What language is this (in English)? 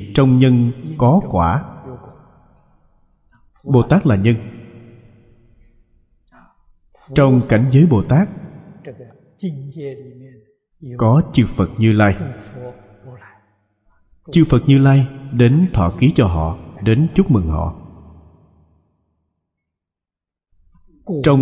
Vietnamese